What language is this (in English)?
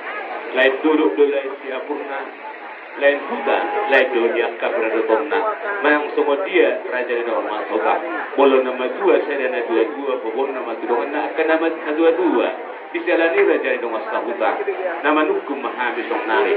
Batak Toba